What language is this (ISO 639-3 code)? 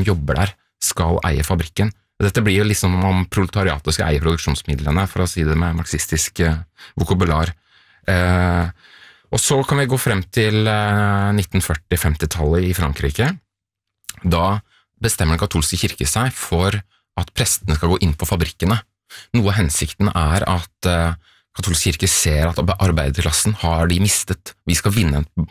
nor